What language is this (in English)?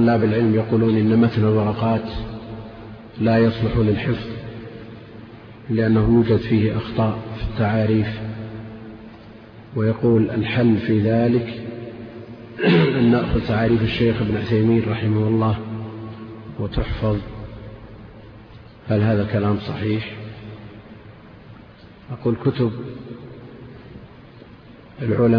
Arabic